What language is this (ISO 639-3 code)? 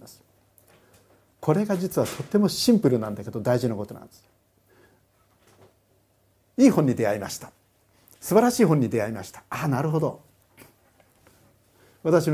jpn